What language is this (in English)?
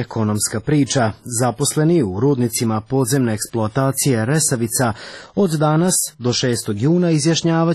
Serbian